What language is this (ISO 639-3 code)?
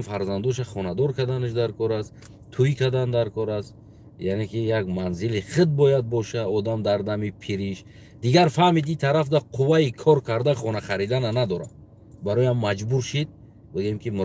tgk